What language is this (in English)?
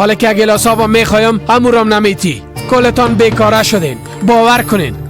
Persian